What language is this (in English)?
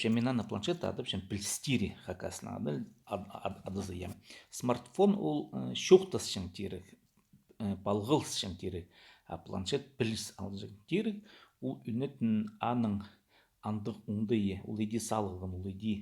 Khakas